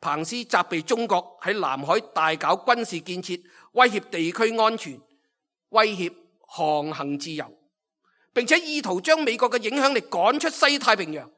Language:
Cantonese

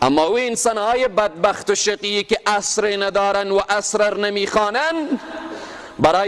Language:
Persian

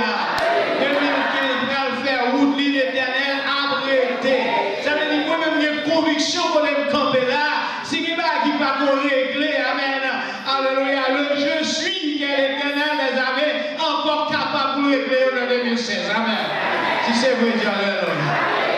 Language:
French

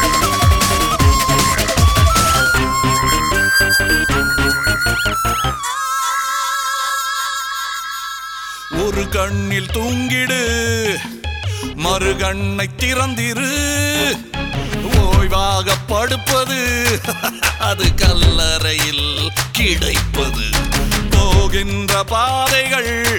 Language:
Tamil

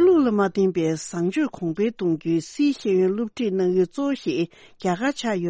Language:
Tibetan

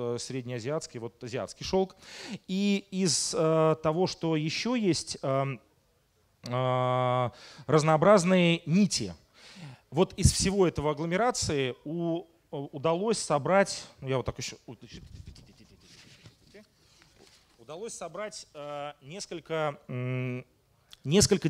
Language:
Russian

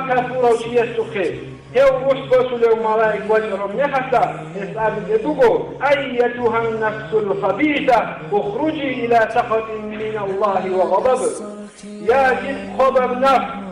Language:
Avaric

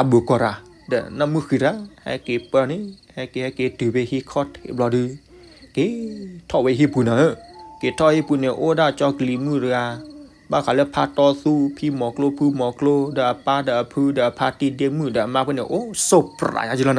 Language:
S'gaw Karen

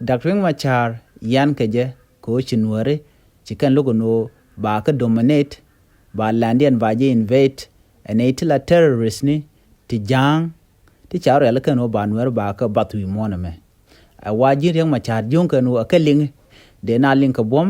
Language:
Nuer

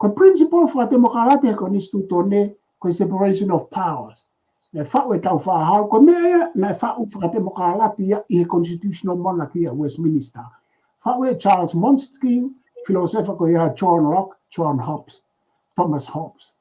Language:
Tongan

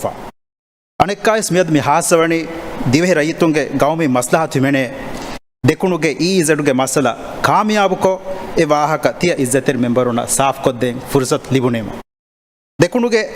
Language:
Divehi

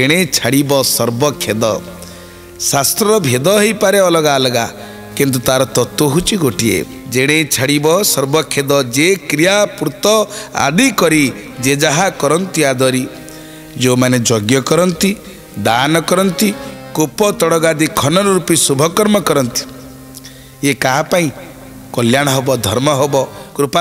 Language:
Odia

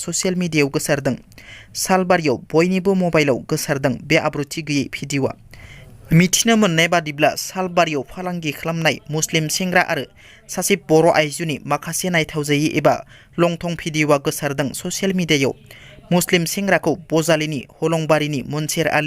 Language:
Bodo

